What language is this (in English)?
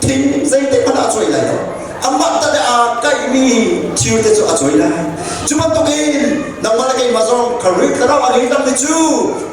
Hakha Chin